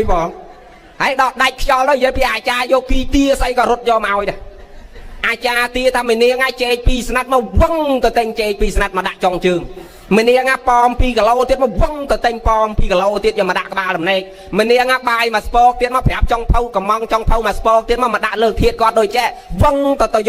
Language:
Khmer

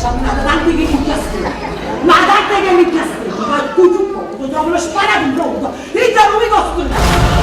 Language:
Neapolitan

